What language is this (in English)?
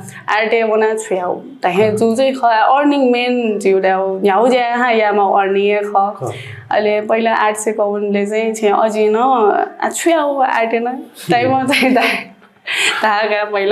Newari